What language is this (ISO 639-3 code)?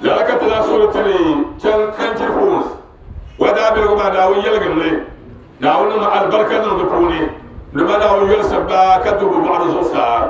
dag